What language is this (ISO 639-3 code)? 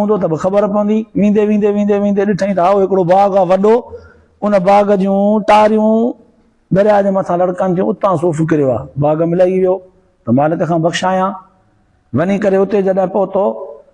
snd